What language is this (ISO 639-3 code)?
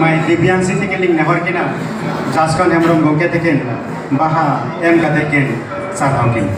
sat